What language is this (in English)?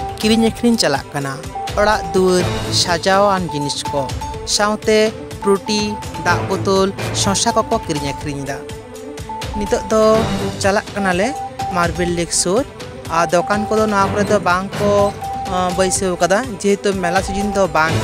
Santali